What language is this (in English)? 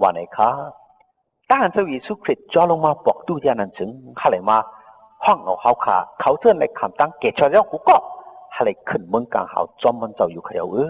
Shan